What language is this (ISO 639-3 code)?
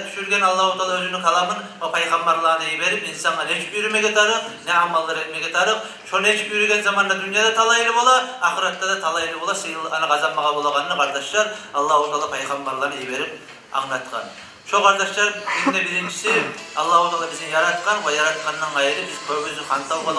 kum